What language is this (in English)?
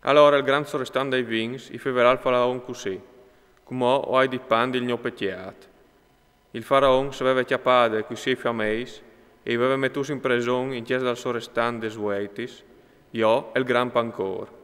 Friulian